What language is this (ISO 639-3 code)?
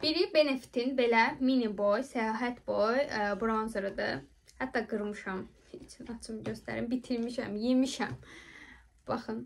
aze